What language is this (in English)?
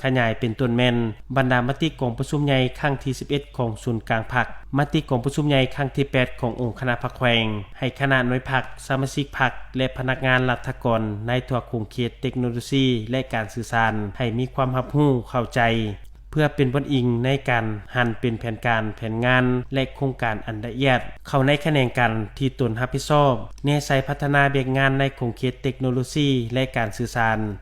Lao